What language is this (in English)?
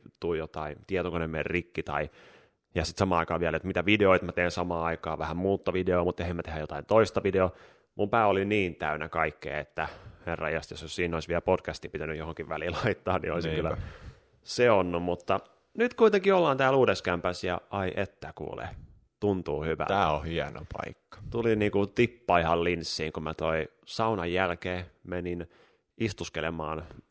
Finnish